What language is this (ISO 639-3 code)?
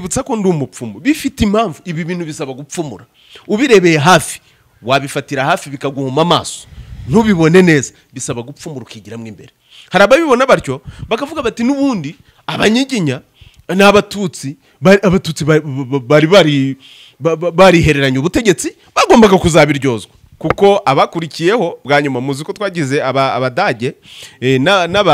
kin